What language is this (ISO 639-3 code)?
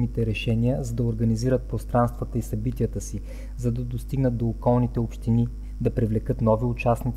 bul